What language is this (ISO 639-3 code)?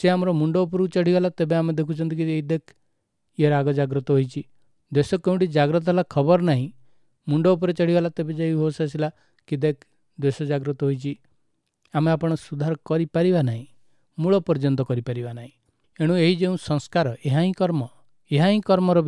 ori